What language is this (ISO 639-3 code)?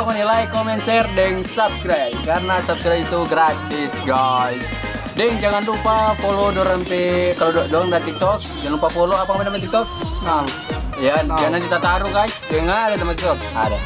xmm